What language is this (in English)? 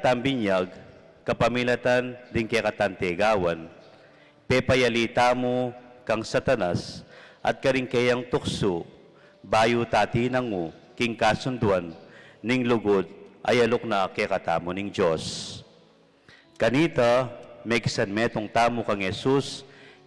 Pampanga